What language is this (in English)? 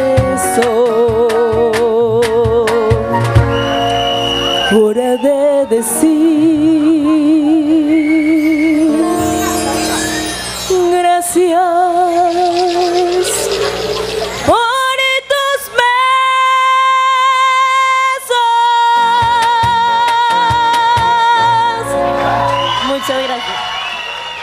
Spanish